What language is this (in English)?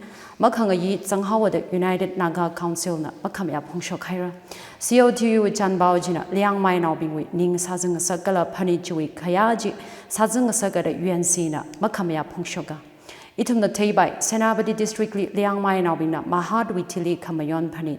Tangkhul Naga (India)